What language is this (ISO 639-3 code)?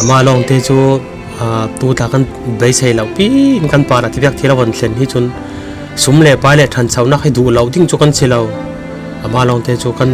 cfm